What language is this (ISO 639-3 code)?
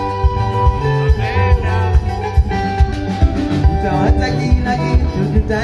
kik